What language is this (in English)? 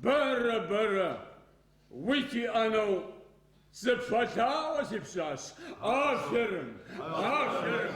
Adyghe